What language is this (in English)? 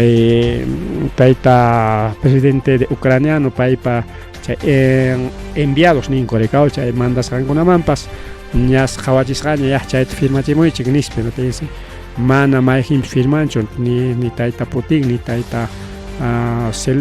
Ayacucho Quechua